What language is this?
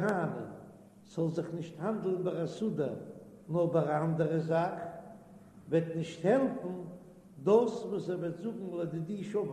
Yiddish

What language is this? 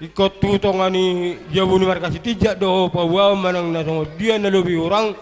Batak Toba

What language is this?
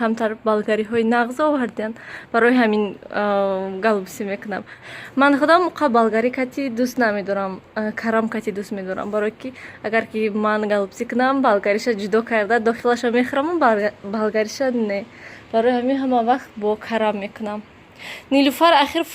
Tajik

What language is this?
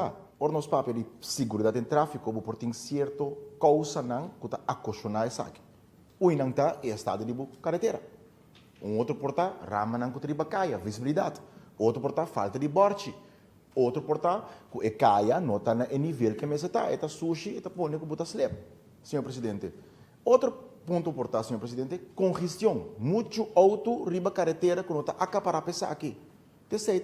Papiamento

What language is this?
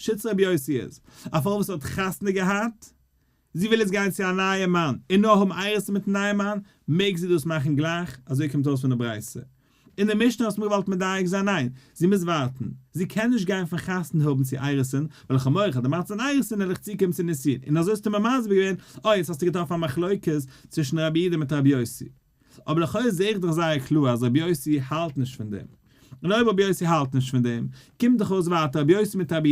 Yiddish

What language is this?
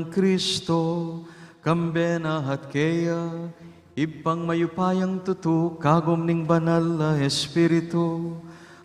Pampanga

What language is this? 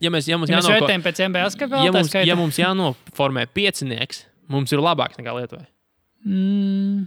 Latvian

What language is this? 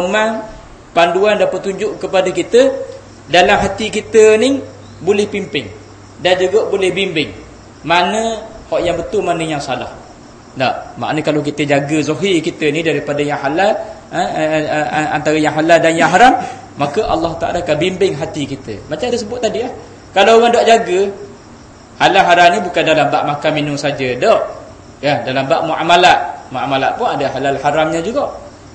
Malay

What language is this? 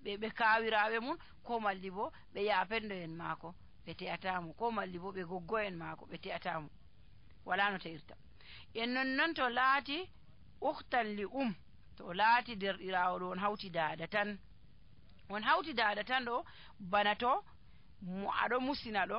Nigerian Fulfulde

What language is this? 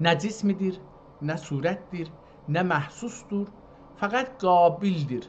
South Azerbaijani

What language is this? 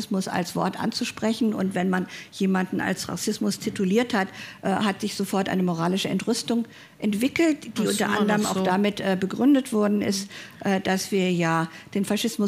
German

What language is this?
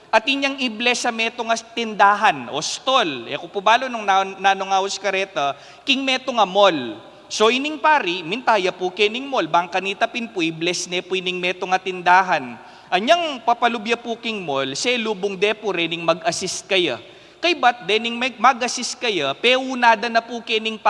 Pampanga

